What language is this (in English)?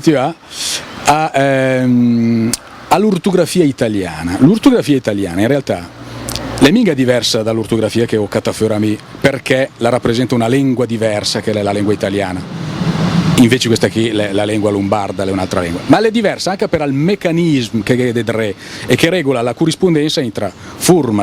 Lombard